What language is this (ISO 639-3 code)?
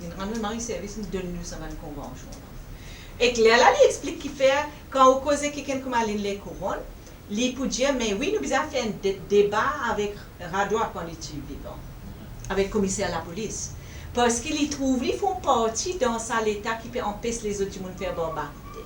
mfe